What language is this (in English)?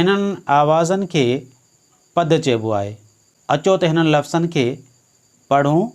Sindhi